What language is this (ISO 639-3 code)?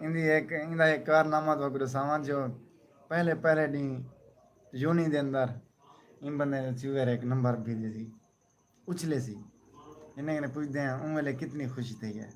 skr